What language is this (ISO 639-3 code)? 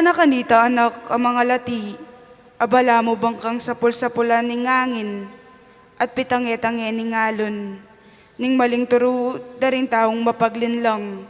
pam